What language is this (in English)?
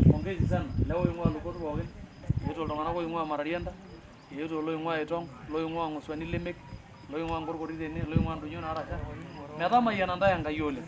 Masai